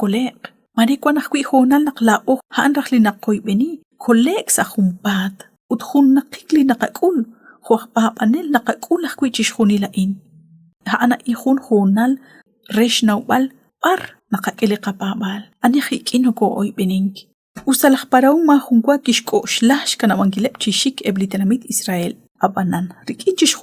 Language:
Kekchí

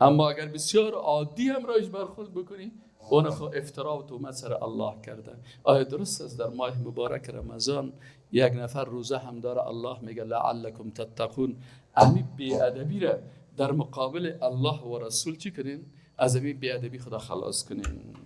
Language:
Persian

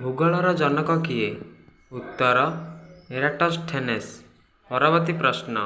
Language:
Odia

